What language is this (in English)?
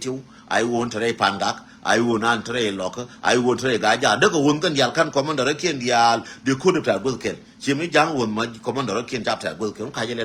Nuer